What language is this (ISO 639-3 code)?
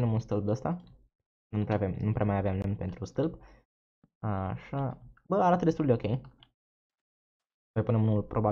ron